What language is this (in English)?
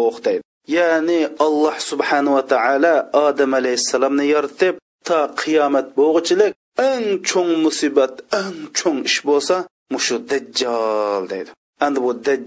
Uyghur